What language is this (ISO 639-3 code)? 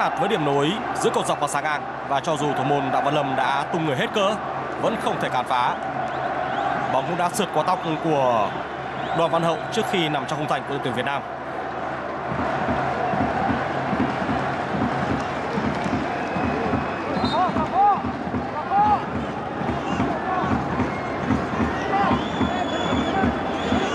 vie